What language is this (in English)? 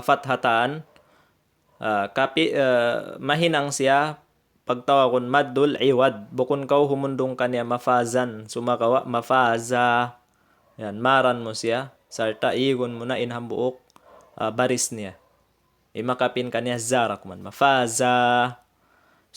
Tausug